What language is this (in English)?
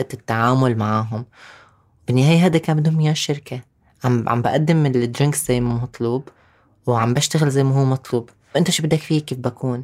North Levantine Arabic